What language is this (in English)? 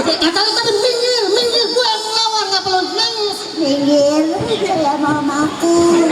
Betawi